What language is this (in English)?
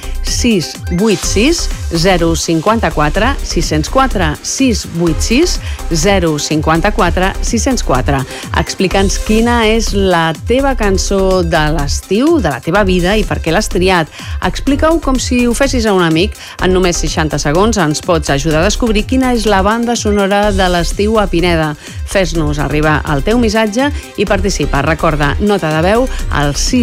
Catalan